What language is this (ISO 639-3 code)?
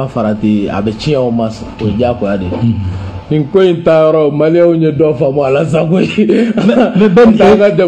bam